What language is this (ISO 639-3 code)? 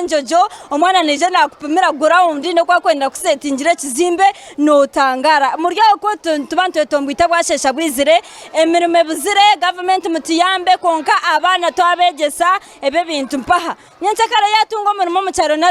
nyn